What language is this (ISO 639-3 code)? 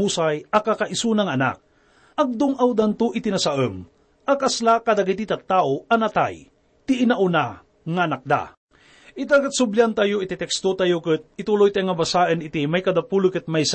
ilo